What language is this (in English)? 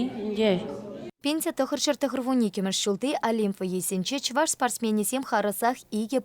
Chuvash